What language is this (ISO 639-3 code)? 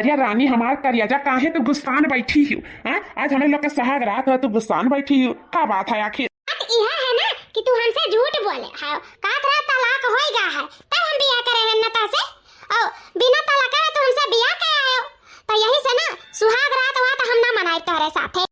awa